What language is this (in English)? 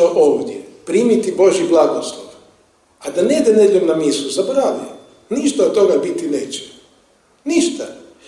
Croatian